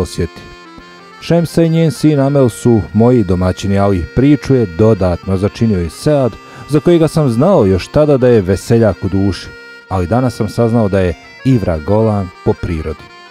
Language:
Bosnian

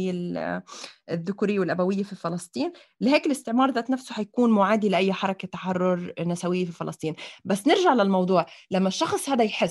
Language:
North Levantine Arabic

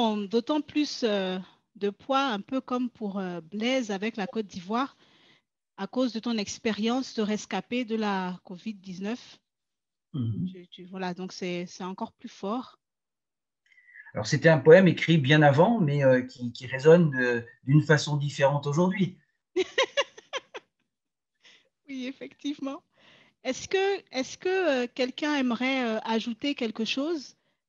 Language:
French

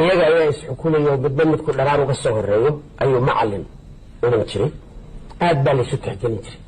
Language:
Somali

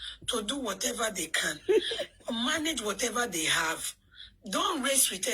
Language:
Nigerian Pidgin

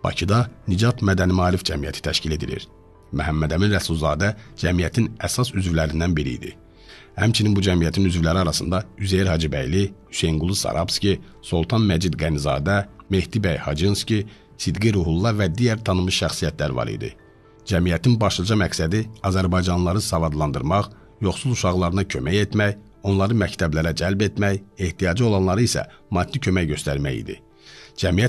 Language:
Azerbaijani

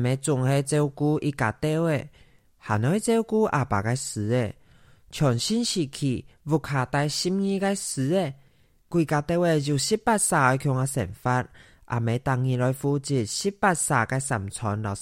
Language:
Hakka Chinese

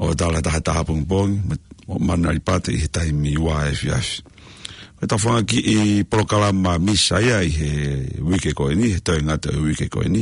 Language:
Tongan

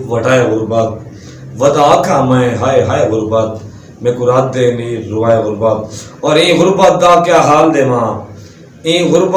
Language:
Saraiki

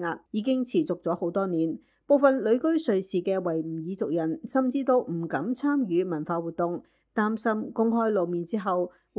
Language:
Cantonese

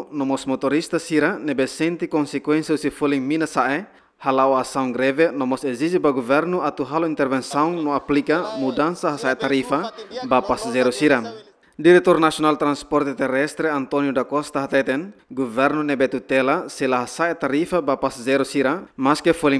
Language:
Tetum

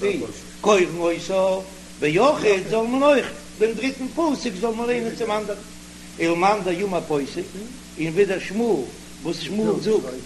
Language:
Yiddish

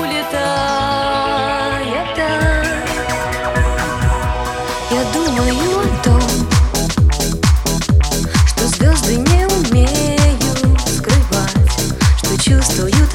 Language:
Russian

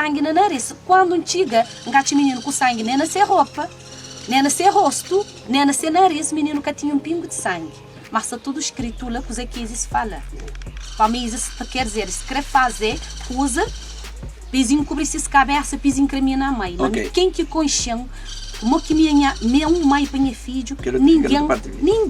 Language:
Kabuverdianu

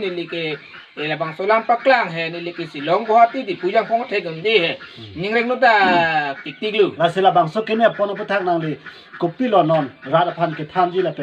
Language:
Karbi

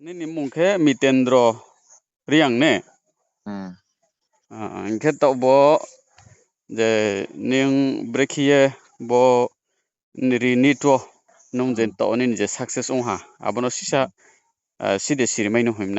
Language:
Riang (India)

